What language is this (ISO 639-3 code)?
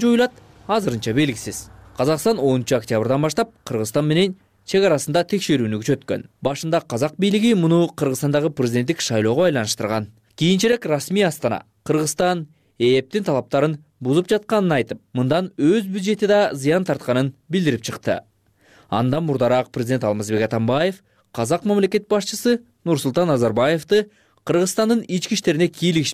kir